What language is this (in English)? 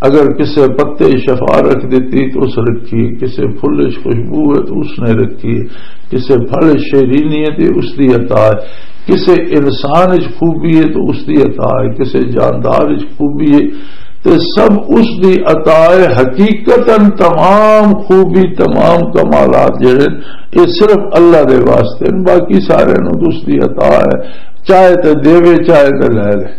Western Panjabi